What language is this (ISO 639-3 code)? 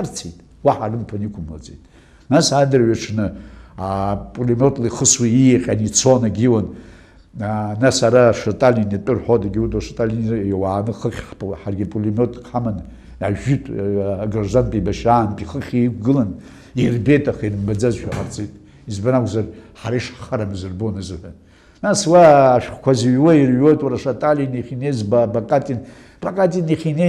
abk